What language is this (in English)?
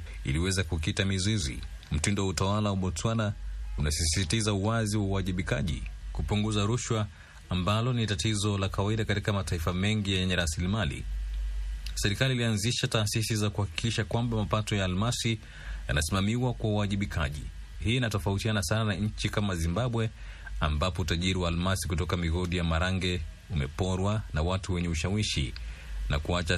Swahili